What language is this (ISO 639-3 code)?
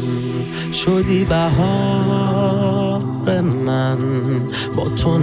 fas